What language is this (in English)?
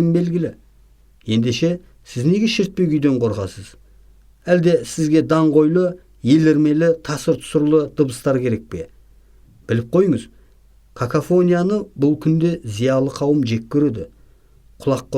Kazakh